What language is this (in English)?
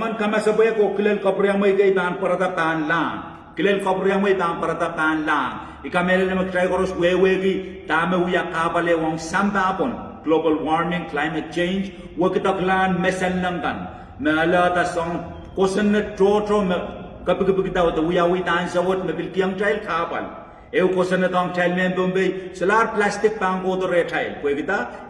Pohnpeian